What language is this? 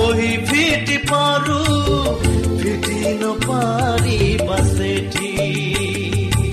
Odia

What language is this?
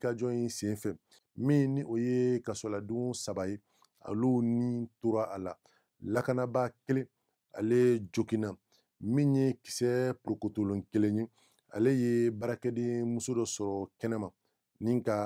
Bambara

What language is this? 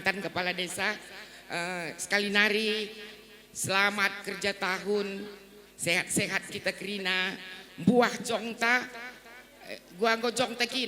Batak Karo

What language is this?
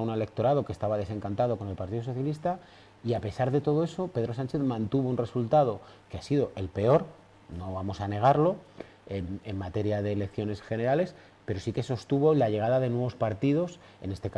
Spanish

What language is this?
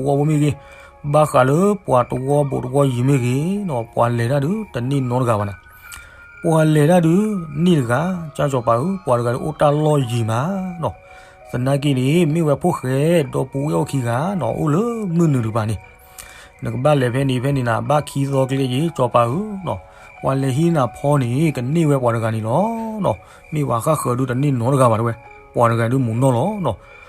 S'gaw Karen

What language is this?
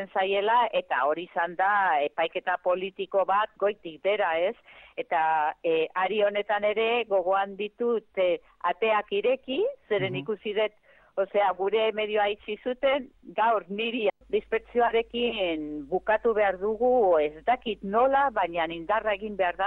Basque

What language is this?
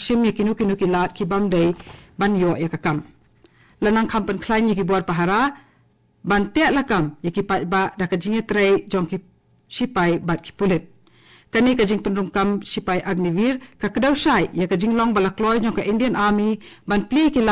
Khasi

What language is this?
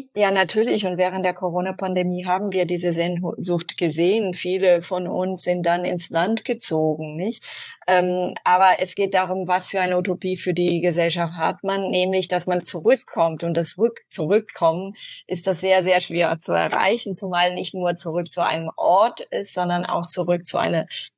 German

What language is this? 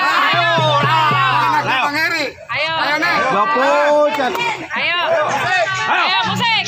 Betawi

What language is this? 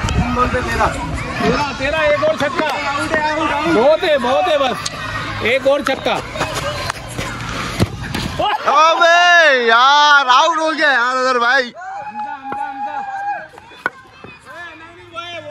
Hindi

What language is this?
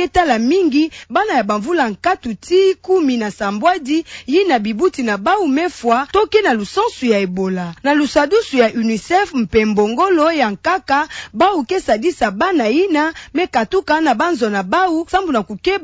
Kituba (Democratic Republic of Congo)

